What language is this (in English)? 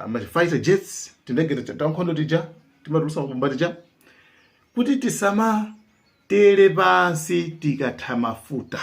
Nyanja